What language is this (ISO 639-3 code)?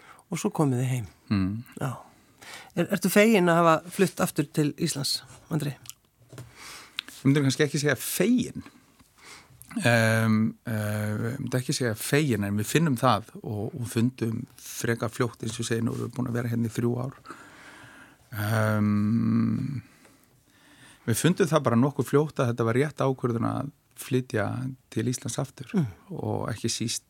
isl